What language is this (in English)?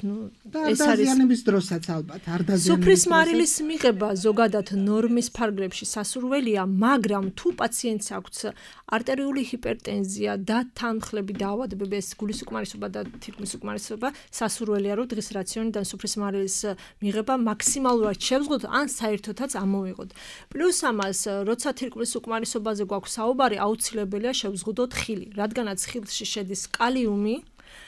Georgian